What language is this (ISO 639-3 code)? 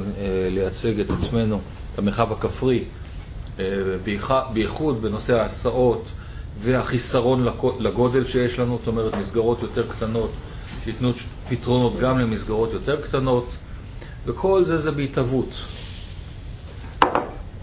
heb